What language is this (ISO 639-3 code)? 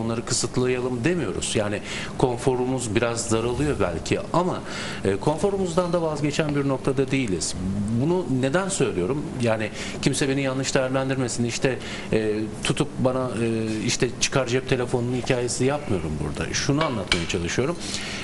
tur